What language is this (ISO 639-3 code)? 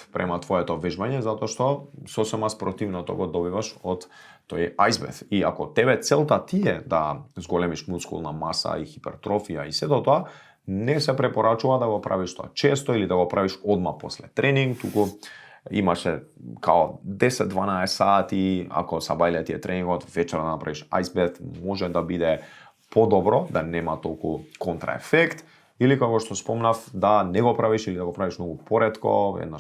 mkd